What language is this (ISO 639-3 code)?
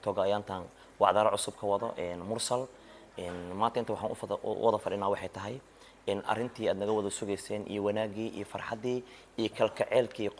som